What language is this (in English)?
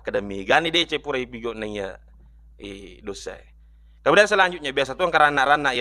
Buginese